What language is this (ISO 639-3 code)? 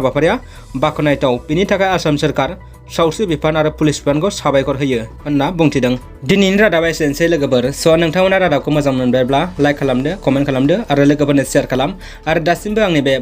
brx